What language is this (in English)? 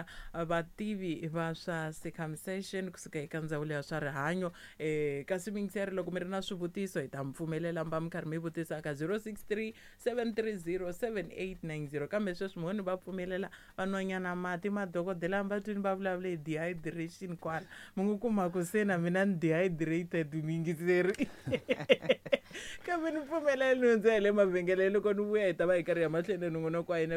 Tsonga